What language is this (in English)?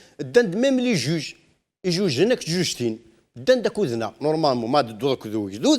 Kabyle